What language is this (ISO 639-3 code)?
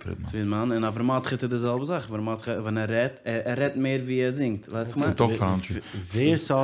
yid